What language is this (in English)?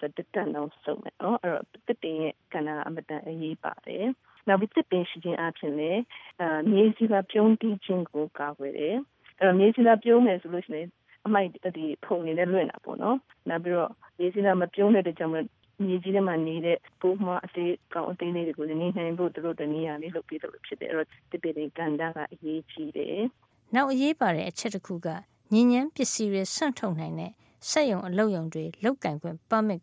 Burmese